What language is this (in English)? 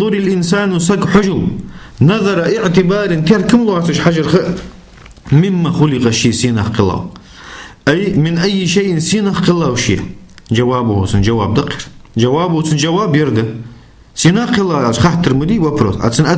Ingush